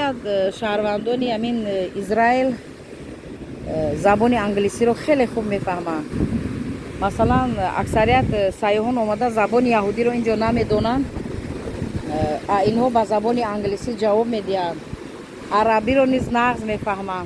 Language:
Tajik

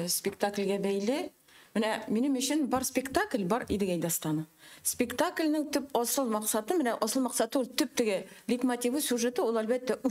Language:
Tatar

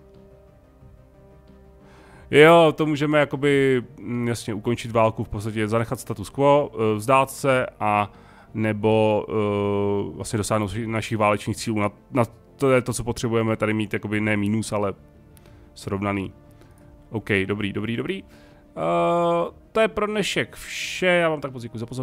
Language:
Czech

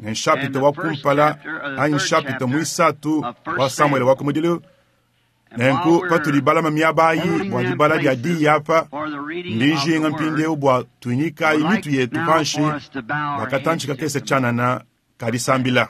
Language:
Luba-Lulua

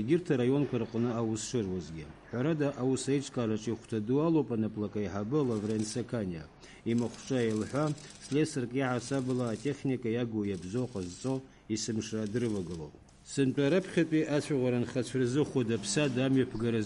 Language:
Abkhazian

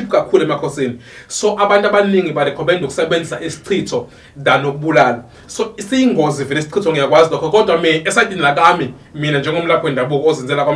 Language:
Zulu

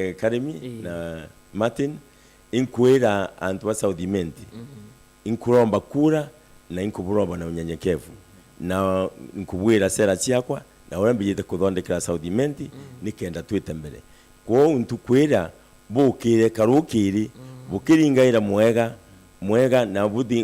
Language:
Meru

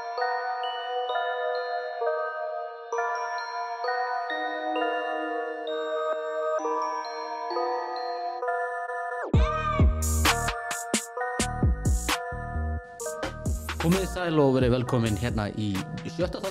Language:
Icelandic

